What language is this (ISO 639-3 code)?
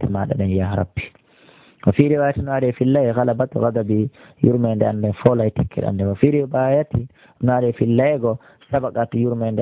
fuf